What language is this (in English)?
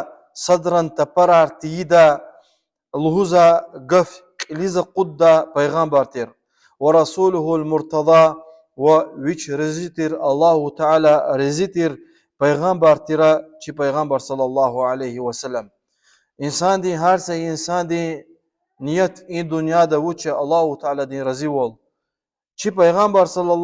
Lezghian